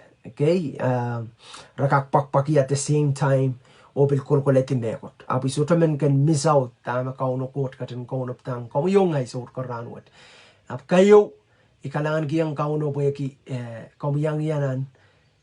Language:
Pohnpeian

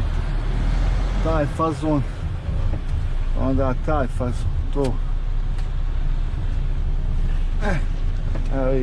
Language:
Croatian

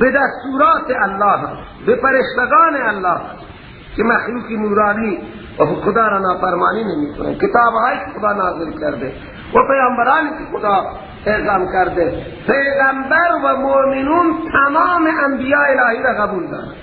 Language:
Persian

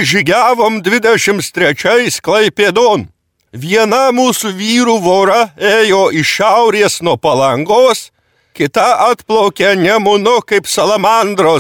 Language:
Lithuanian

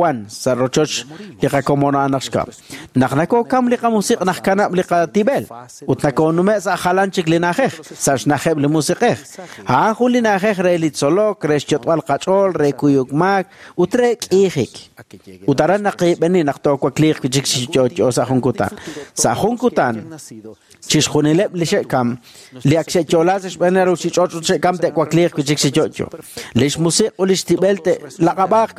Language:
Kekchí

